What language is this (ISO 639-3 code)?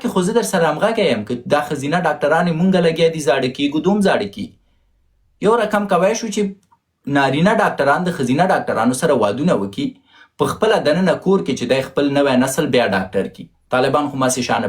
pus